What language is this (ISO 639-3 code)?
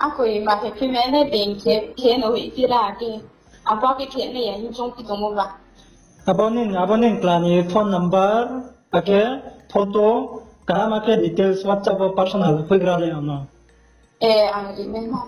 ria